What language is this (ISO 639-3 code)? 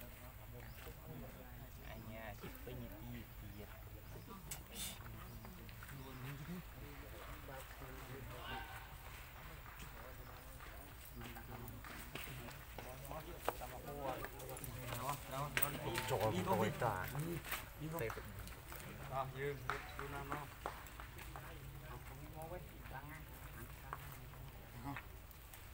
vie